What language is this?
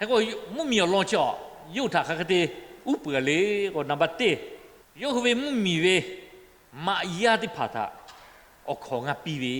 Lahu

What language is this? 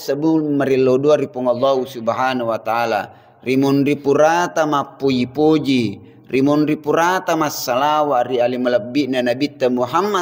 Buginese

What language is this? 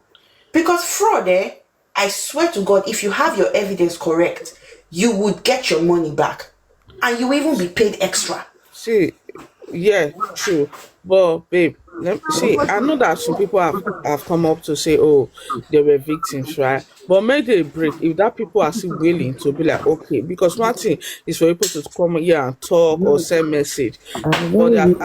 Nigerian Pidgin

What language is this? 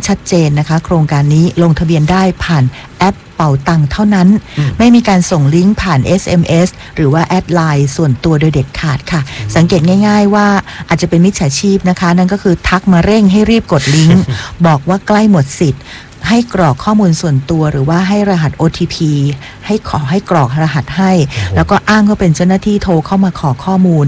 Thai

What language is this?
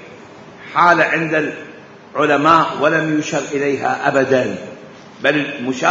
Mesopotamian Arabic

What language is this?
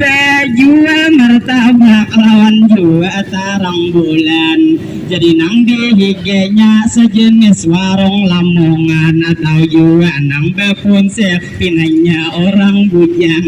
Banjar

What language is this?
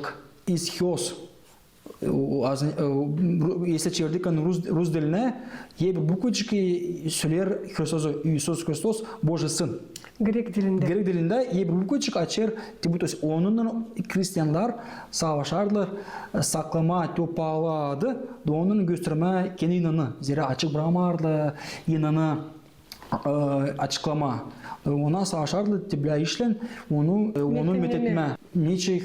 Gagauz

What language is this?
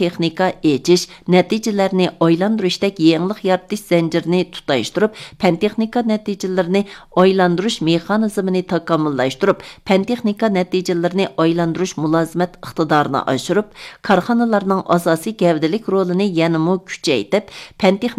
Uyghur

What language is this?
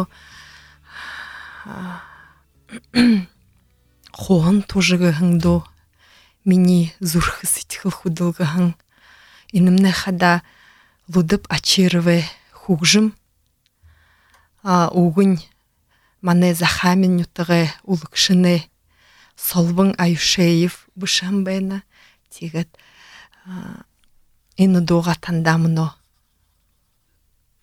Buriat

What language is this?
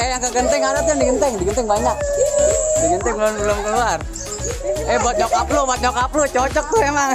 Betawi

